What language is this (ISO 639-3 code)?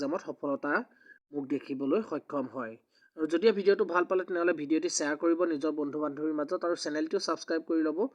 asm